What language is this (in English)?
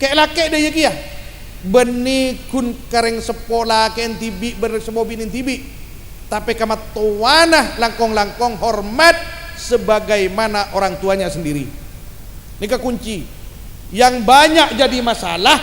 Madurese